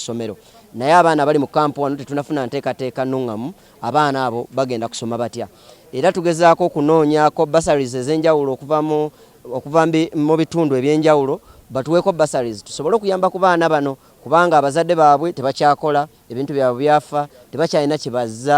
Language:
Ganda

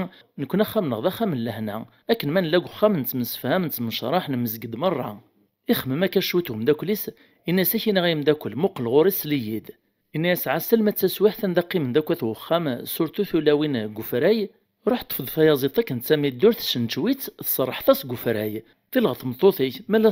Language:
Kabyle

